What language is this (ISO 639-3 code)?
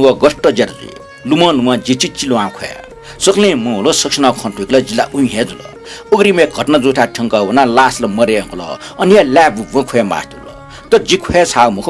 new